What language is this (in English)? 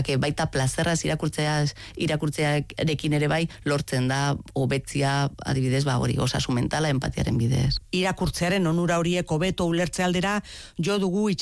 Basque